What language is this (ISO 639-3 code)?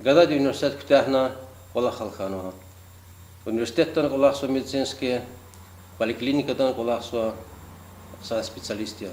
lez